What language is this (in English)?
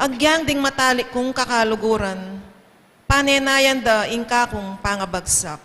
Pampanga